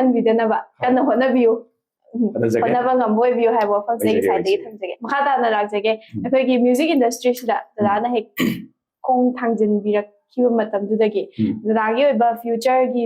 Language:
Manipuri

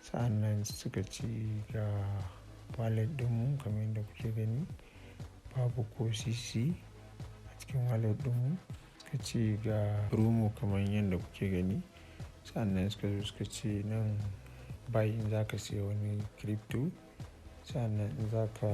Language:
Hausa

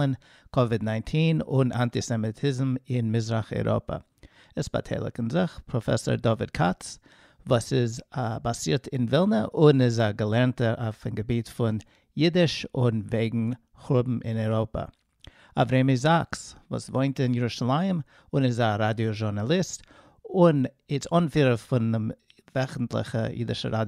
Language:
Yiddish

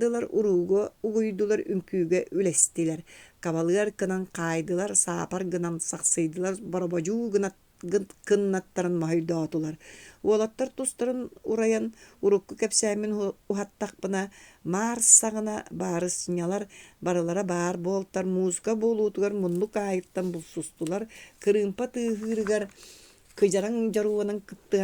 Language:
Yakut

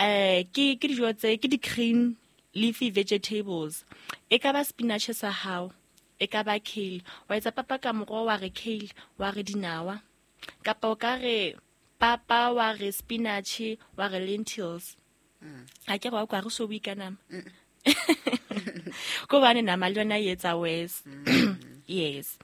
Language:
Southern Sotho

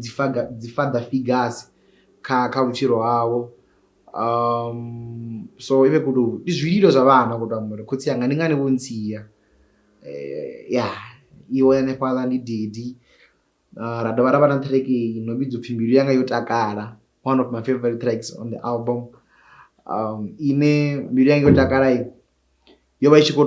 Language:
Venda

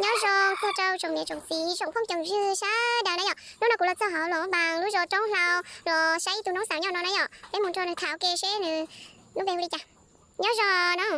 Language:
Hmong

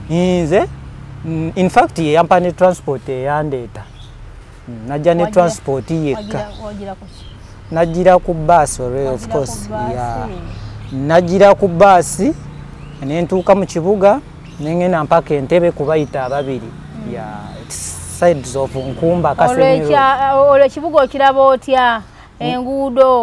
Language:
Ganda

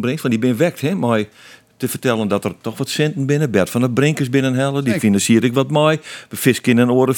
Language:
Western Frisian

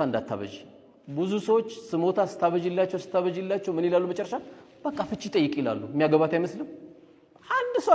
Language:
Amharic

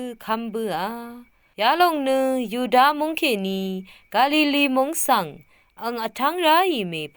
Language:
Rawang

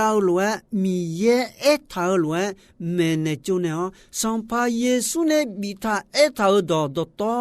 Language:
Akha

